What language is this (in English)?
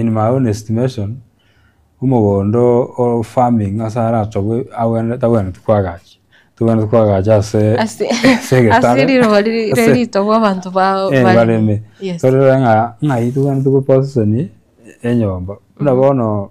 Gusii